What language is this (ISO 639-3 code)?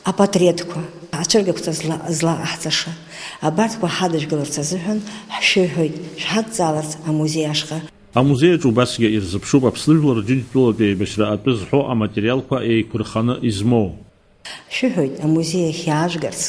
abk